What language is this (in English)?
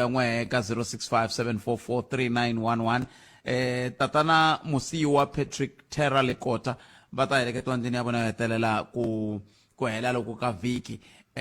Tsonga